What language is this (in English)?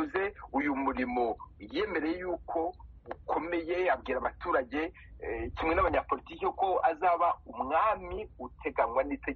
Kinyarwanda